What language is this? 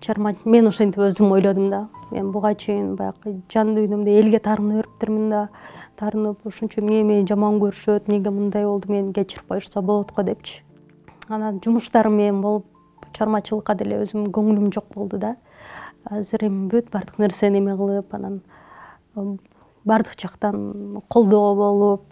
Kyrgyz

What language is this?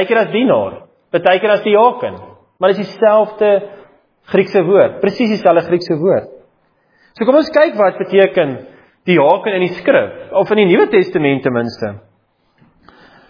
Afrikaans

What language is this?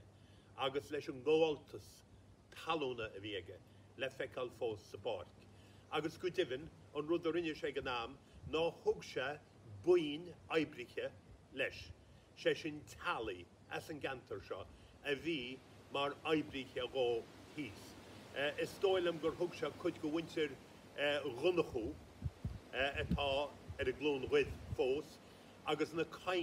Irish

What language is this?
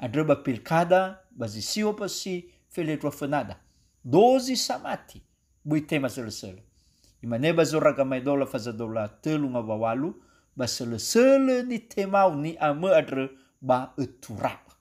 Nias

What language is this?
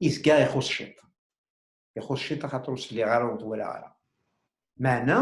Kabyle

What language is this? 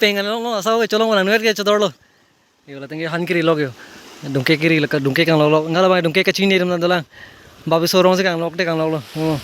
Karbi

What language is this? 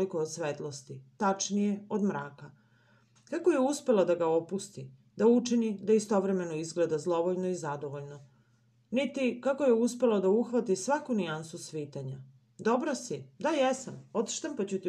Serbian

